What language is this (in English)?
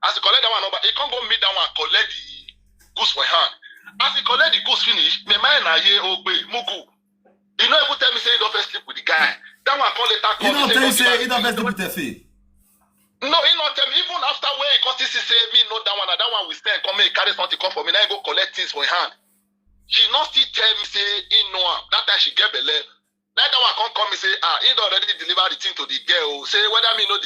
Nigerian Pidgin